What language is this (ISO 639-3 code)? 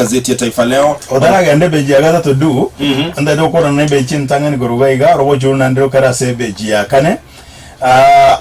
guz